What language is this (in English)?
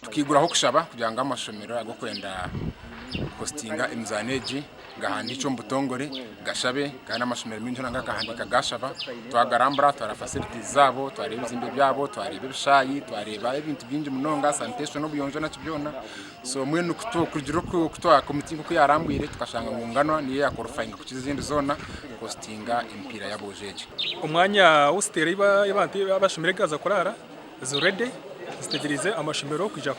Nyankole